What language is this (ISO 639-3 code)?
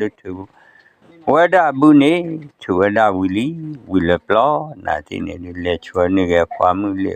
ksw